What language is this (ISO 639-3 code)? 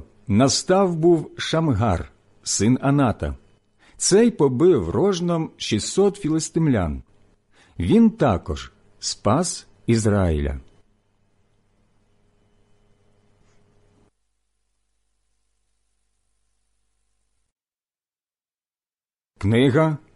ukr